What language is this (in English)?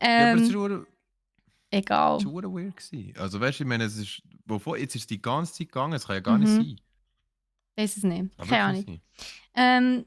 Swiss German